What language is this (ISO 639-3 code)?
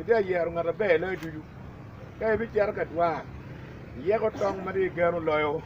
ach